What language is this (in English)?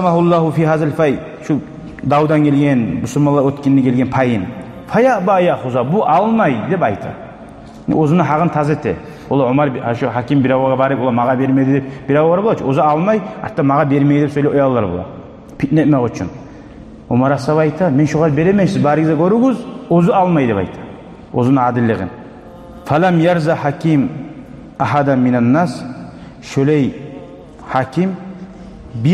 Kumyk